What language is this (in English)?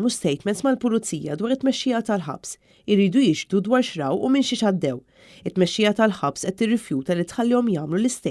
Maltese